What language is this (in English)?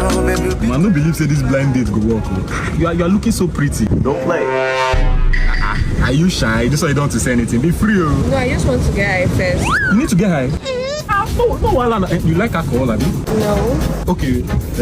Nigerian Pidgin